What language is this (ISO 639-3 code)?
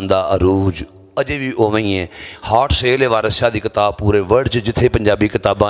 lah